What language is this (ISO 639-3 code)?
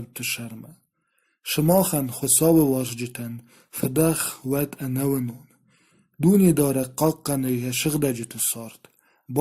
oss